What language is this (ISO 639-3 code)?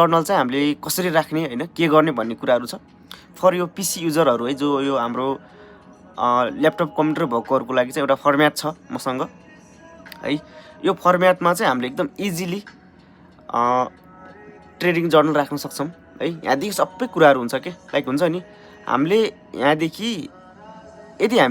nep